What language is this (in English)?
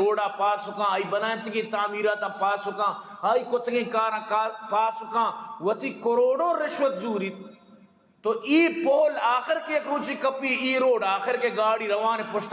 Eastern Balochi